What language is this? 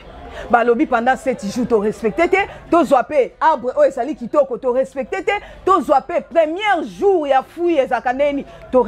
Lingala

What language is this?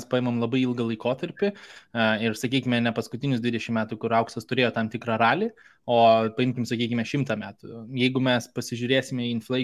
Lithuanian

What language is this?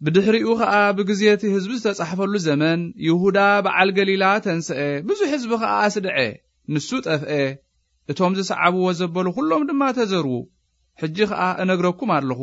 Tigrinya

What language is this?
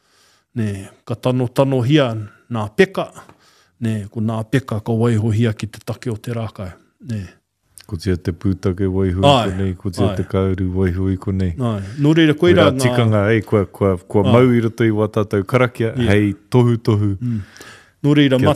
Māori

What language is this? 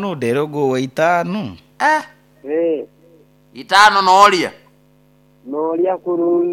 Nyoro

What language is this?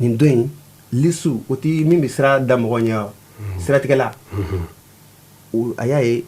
Bambara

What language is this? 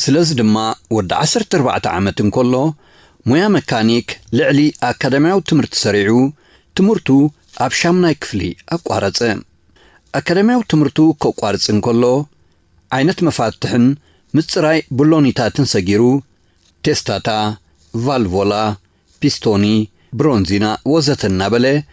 Tigrinya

